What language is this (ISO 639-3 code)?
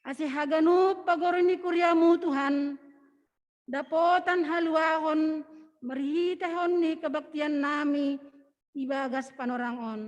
bts